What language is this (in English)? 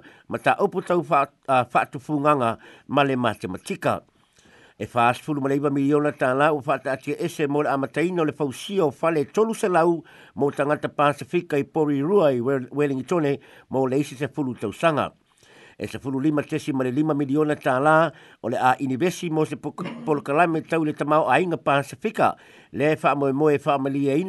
Samoan